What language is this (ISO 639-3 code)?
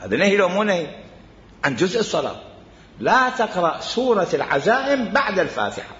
acm